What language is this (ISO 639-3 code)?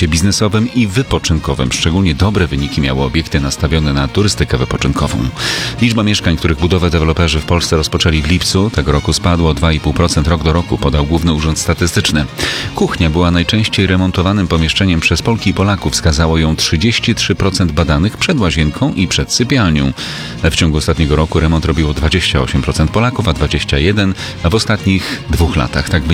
pol